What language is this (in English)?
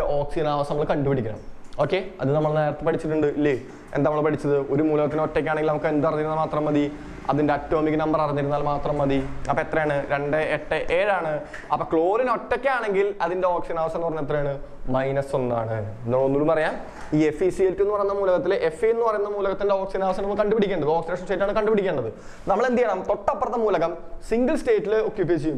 Malayalam